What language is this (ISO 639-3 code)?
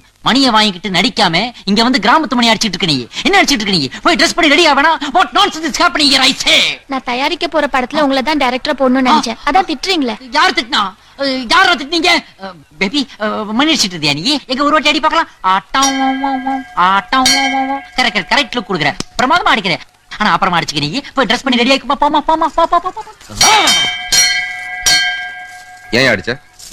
tam